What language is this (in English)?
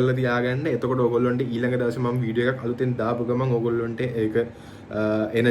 Sinhala